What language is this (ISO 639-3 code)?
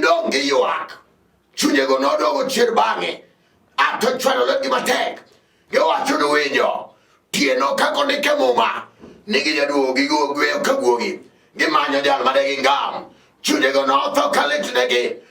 luo